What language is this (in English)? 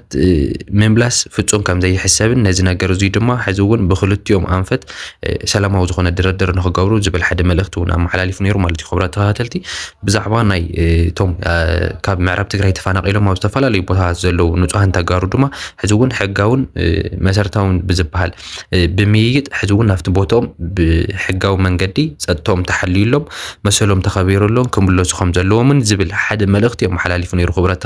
Tigrinya